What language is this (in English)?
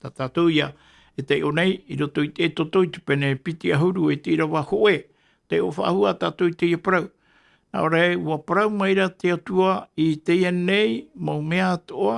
Tahitian